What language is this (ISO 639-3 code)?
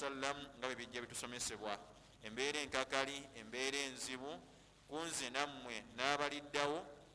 lug